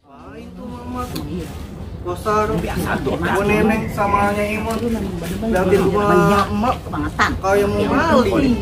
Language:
Betawi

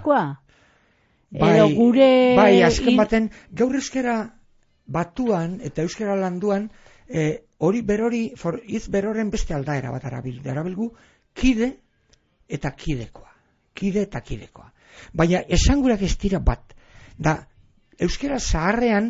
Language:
Basque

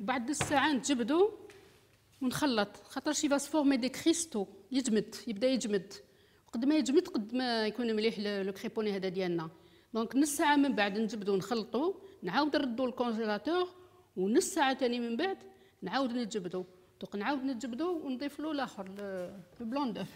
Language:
Algerian Arabic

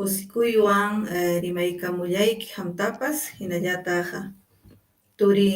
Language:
Ayacucho Quechua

